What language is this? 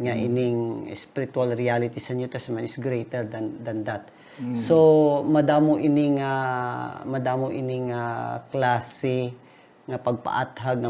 Hiligaynon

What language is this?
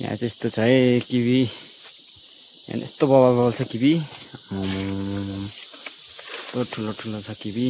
Nepali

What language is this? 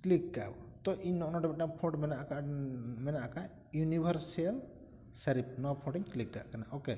Santali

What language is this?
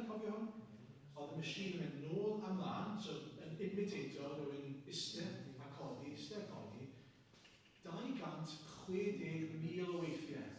Welsh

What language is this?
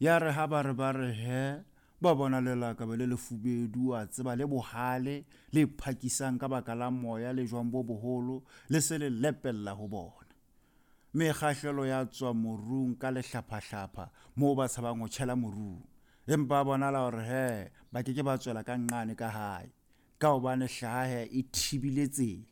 Southern Sotho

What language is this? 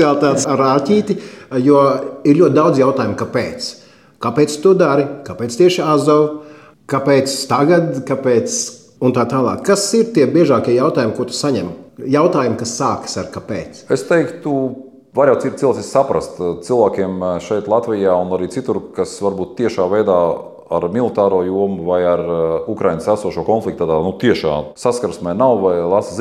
Latvian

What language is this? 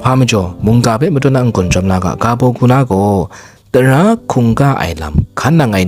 Kachin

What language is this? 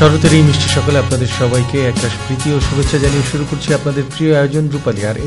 Bangla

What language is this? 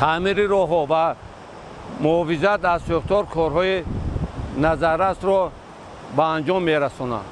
Tajik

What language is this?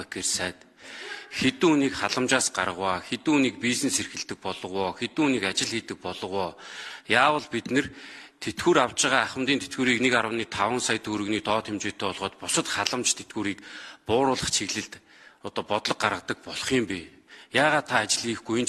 Mongolian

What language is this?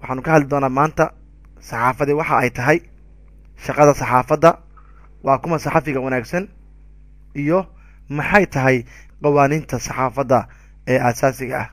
Somali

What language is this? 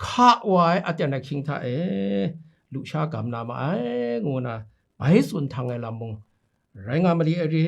Kachin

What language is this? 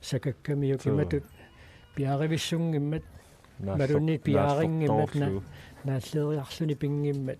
Kalaallisut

